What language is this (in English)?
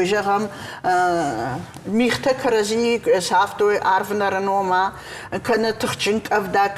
Ossetic